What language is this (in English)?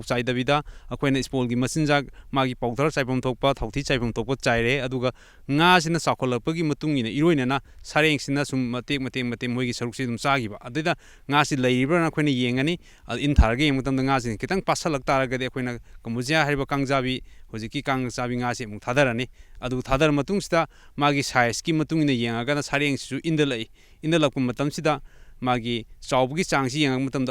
Manipuri